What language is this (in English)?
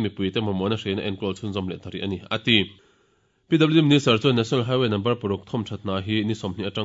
Mizo